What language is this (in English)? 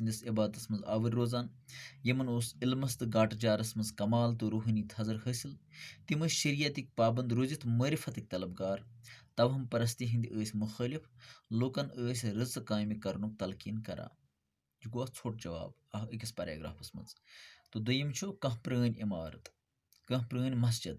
Kashmiri